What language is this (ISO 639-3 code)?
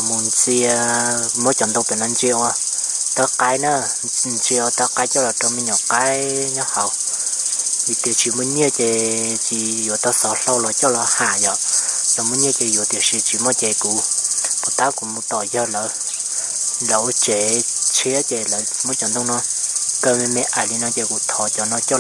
hmn